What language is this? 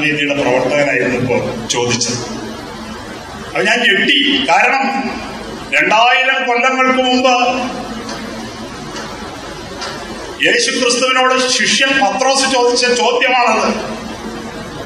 Malayalam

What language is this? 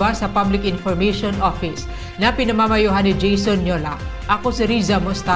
Bikol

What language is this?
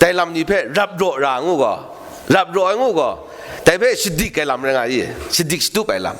Kachin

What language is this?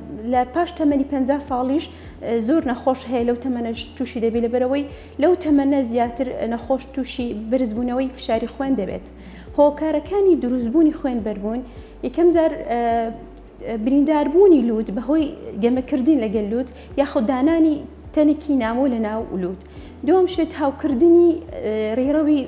Central Kurdish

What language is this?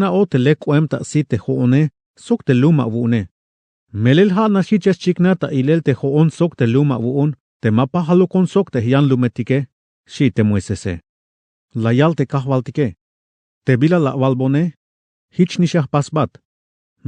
Tzeltal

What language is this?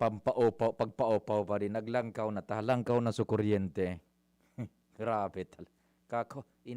Bikol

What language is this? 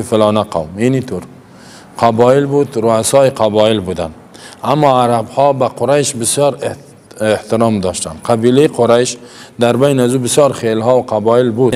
Persian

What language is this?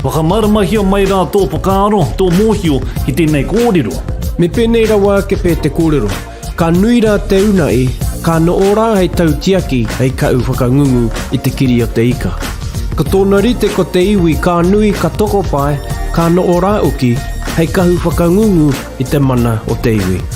Māori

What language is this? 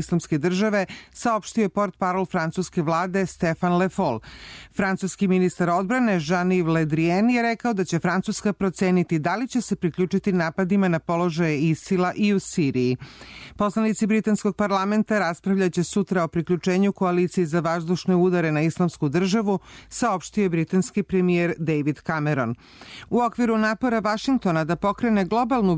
Serbian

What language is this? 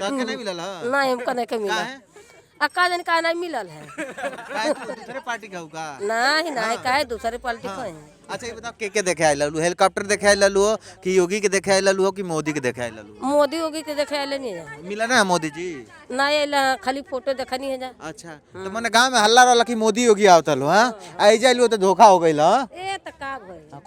Bhojpuri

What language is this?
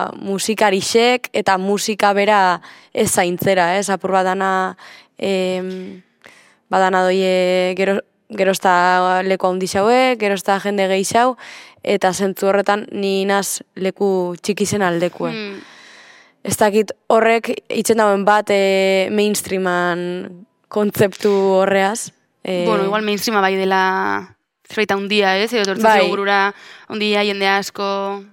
Basque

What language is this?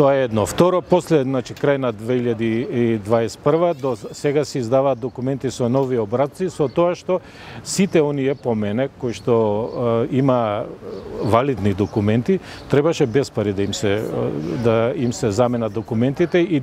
Macedonian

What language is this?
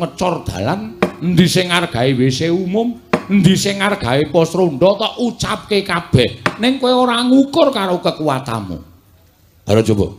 Javanese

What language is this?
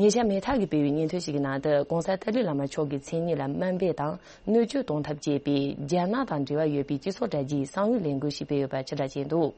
Tibetan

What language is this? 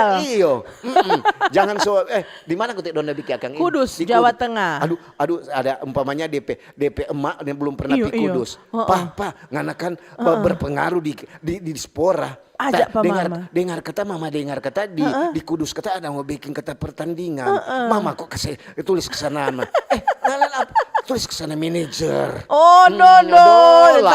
Manado Malay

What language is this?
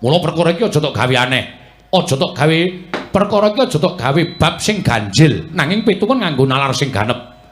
Javanese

